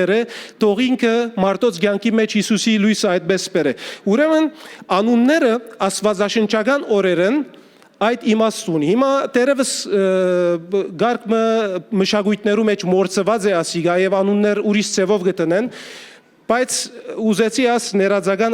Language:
Western Armenian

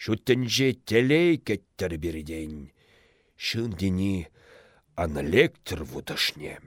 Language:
Chuvash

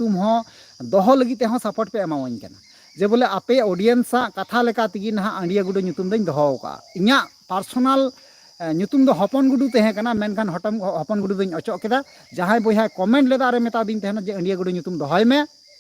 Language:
Santali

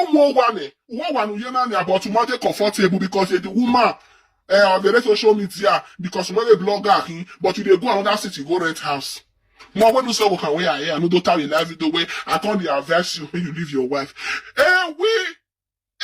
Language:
Nigerian Pidgin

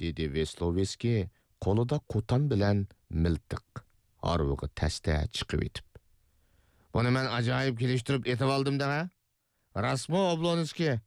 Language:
Uyghur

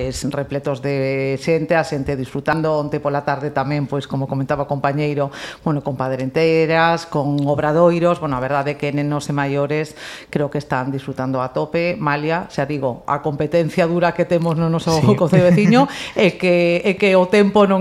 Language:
Galician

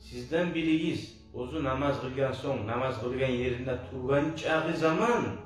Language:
Kumyk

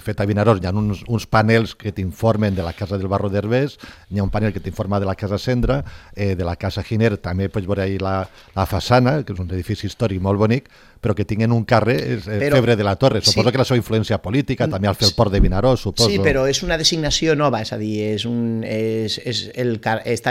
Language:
Catalan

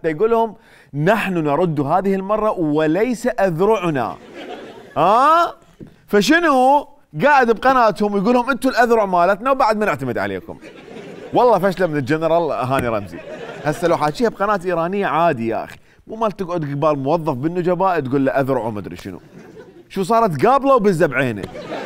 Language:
Mesopotamian Arabic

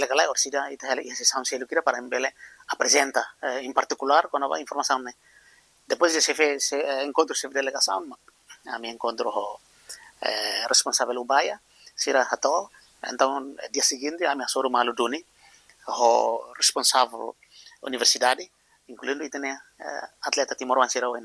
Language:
Tetum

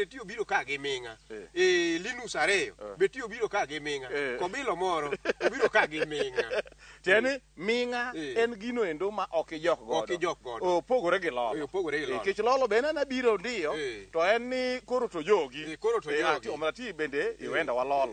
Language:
Luo (Kenya and Tanzania)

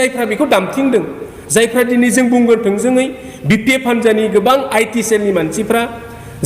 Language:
Bodo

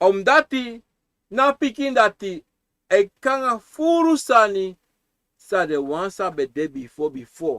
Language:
Sranan Tongo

